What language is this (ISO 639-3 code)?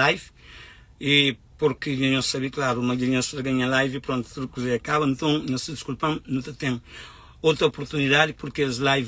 kea